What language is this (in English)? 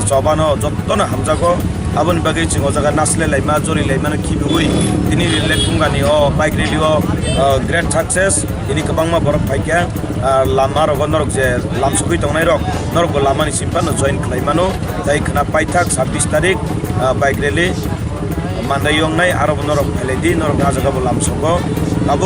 Kok Borok